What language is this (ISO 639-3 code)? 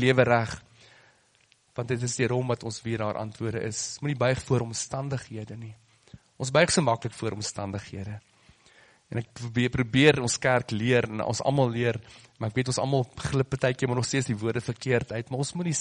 afr